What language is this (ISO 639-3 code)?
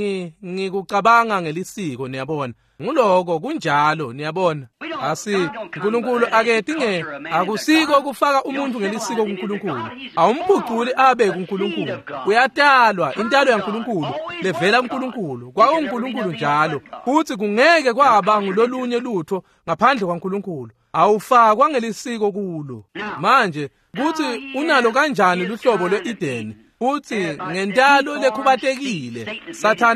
ssw